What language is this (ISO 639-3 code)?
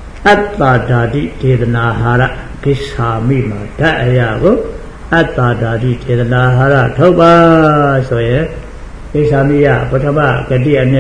mya